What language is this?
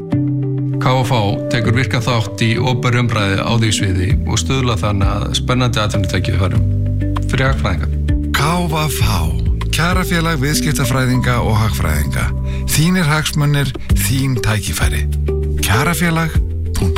Icelandic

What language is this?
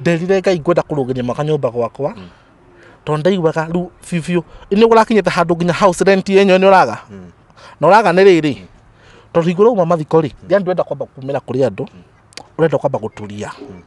Kikuyu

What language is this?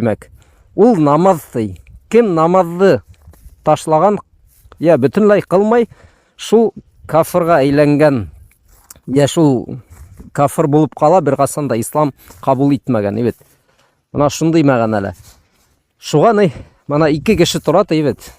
Bashkir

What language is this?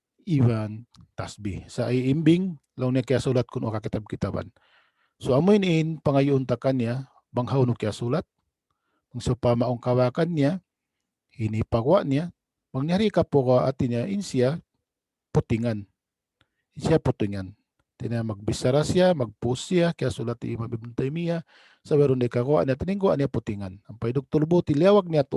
Tausug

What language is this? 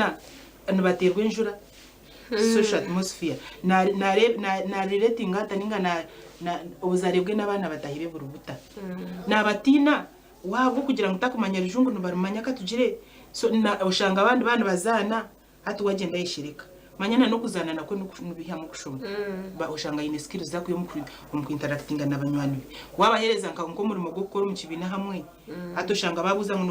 Nyankole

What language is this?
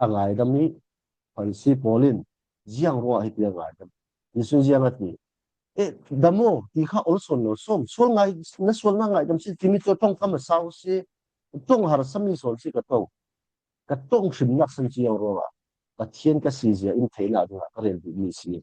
Falam Chin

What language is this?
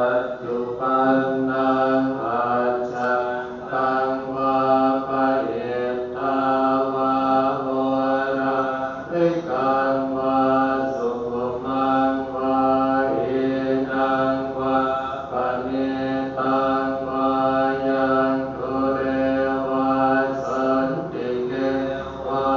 Pali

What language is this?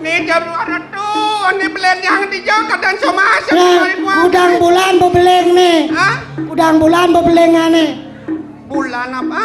Balinese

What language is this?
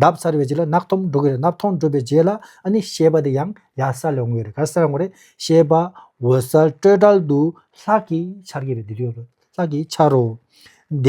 Tibetan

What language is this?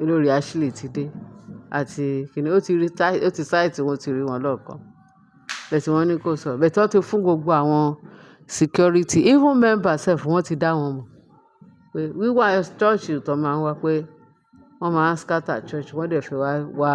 Yoruba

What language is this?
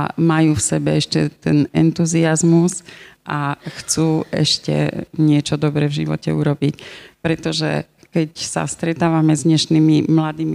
Slovak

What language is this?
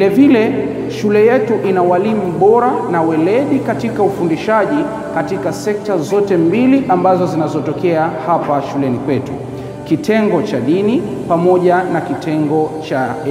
Swahili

